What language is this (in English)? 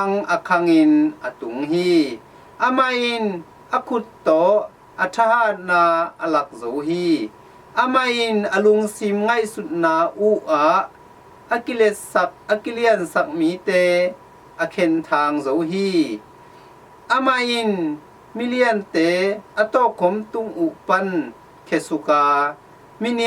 Tedim Chin